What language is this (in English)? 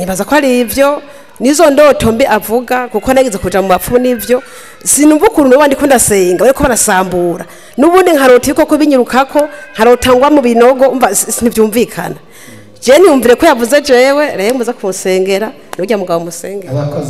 Rundi